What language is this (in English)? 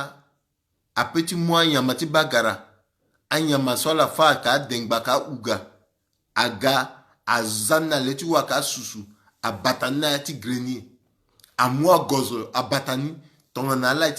Sango